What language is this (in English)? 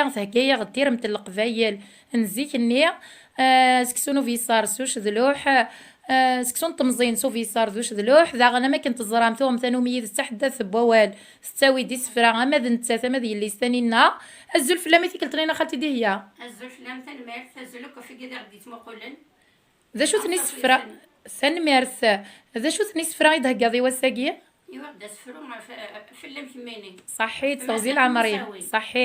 Kabyle